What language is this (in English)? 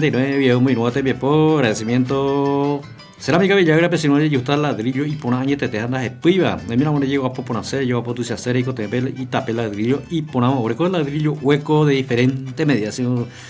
Guarani